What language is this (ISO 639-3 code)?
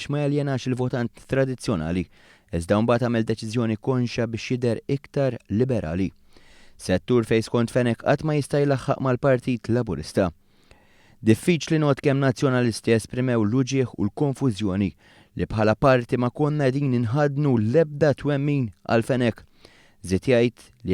mlt